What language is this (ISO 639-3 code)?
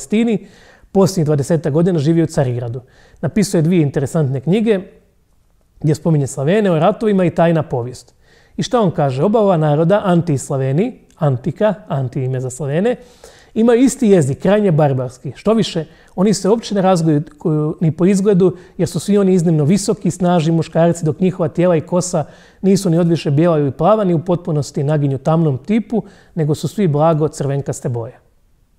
hrv